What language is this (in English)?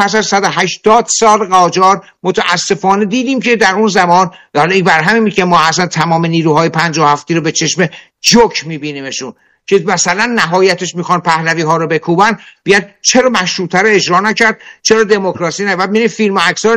Persian